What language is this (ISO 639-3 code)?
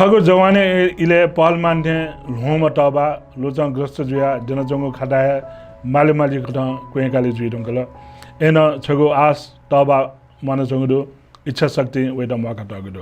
new